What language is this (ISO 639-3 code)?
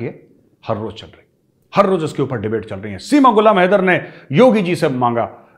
hin